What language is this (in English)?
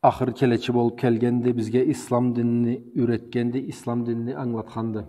Karachay-Balkar